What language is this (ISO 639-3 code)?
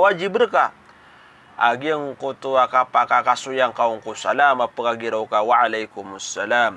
mrw